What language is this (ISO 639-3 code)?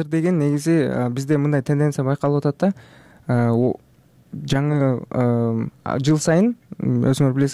kir